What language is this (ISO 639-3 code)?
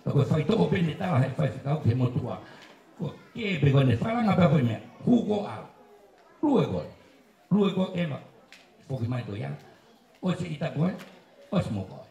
ton